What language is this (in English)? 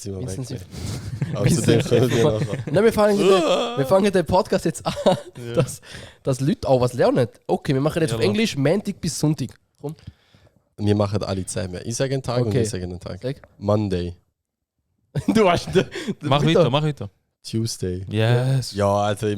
Swiss German